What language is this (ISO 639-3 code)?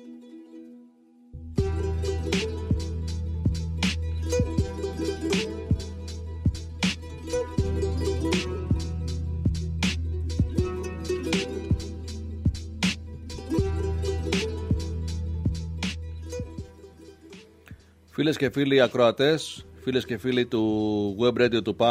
ell